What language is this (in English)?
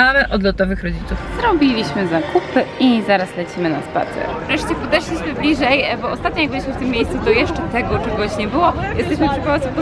Polish